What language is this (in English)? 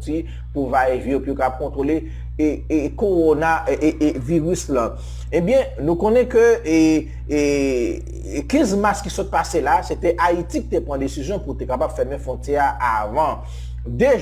Haitian Creole